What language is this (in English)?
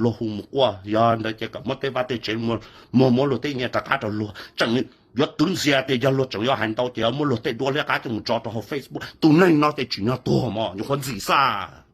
Hmong